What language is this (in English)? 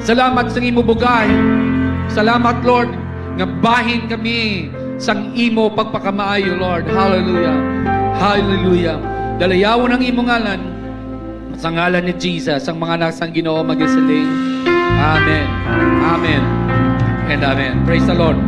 Hiligaynon